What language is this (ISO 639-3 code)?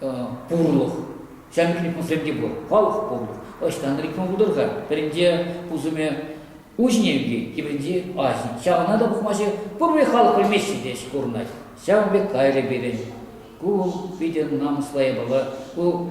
chv